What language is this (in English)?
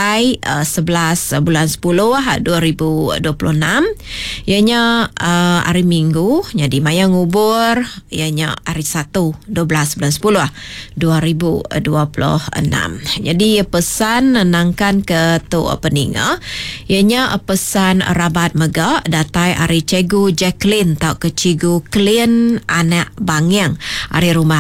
Iban